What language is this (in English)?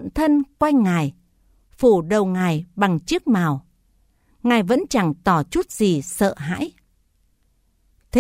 Vietnamese